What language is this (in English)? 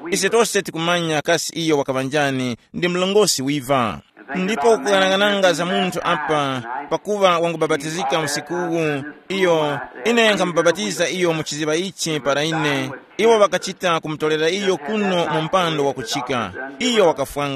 Tumbuka